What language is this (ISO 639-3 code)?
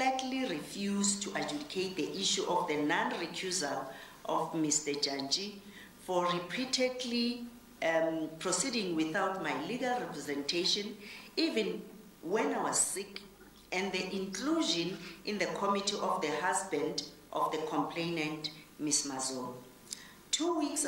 eng